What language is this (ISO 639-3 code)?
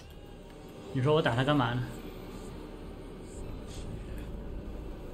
zho